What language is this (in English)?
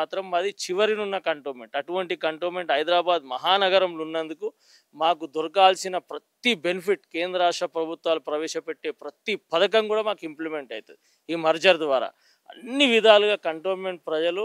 Telugu